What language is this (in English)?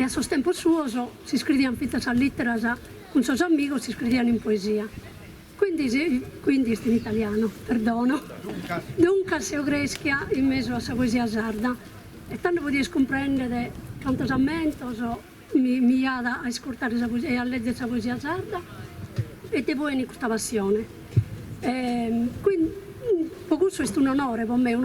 Sardinian